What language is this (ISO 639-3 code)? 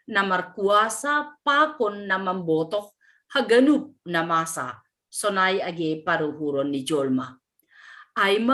bts